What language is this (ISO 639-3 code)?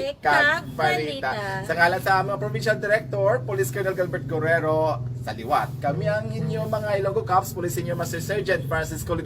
hil